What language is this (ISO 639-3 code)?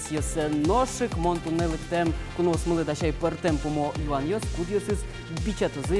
udm